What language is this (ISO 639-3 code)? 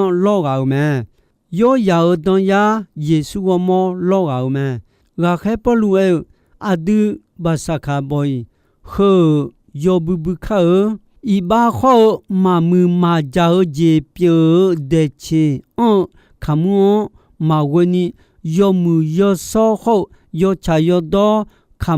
ahk